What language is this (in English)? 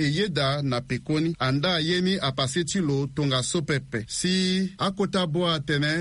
Sango